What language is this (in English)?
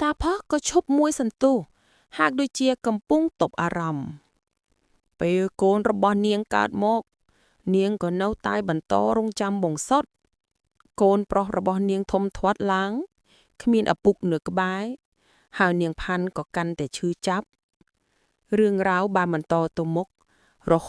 Khmer